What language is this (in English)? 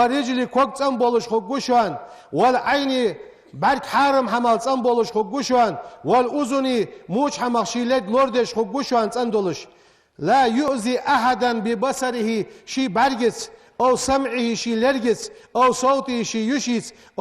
Ingush